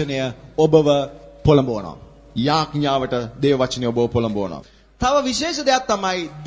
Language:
Sinhala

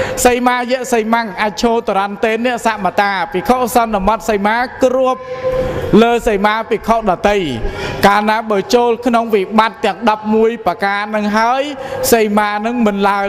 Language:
Khmer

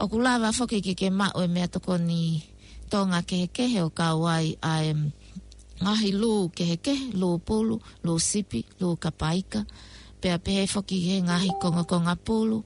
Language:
Tongan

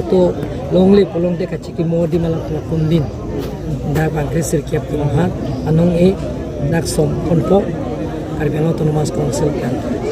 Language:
Karbi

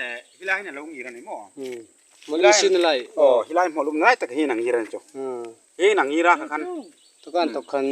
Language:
Hmar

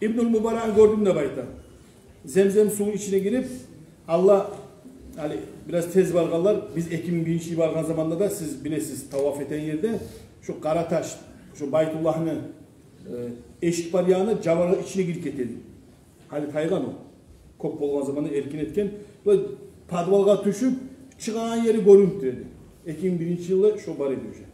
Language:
Kumyk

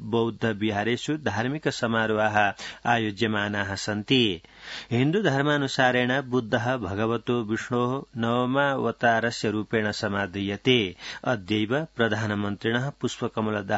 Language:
Sanskrit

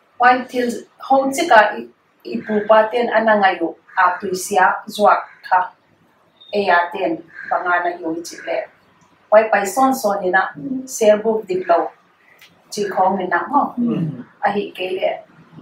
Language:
Paite Chin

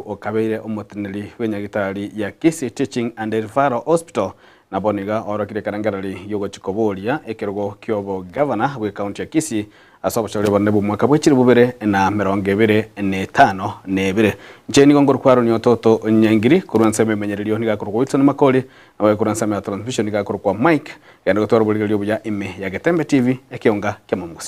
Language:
Gusii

